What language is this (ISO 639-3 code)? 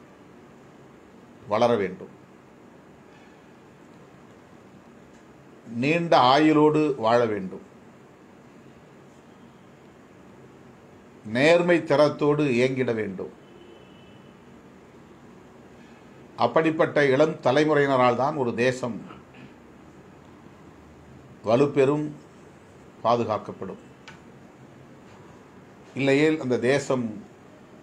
tam